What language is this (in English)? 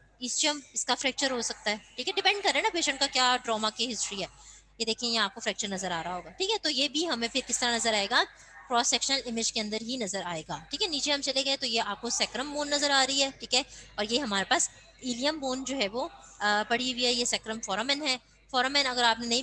Hindi